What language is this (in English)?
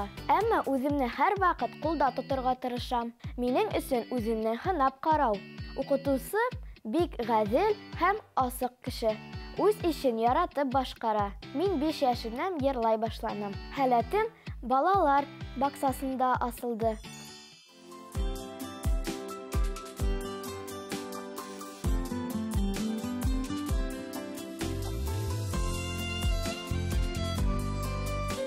Bashkir